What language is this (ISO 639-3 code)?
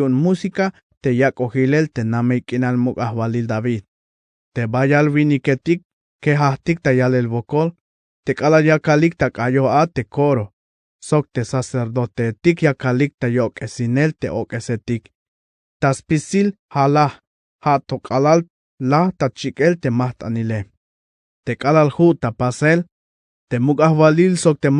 tzh